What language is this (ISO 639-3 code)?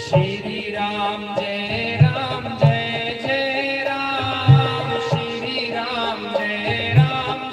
doi